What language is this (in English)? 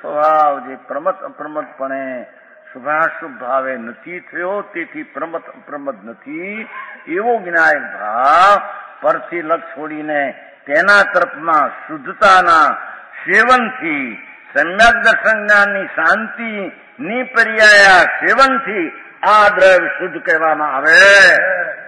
Gujarati